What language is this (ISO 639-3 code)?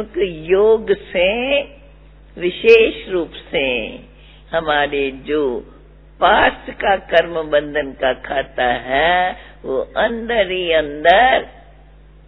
hin